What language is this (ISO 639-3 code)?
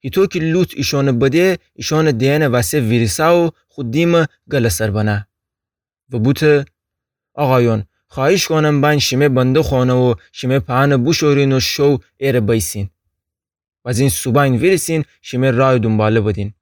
glk